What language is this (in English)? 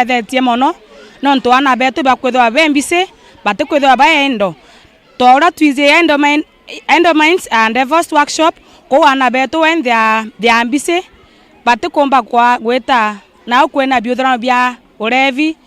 Meru